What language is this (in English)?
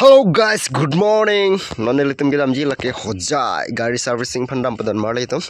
Karbi